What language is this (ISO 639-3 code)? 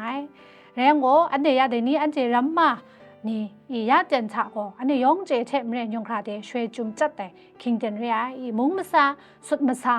kac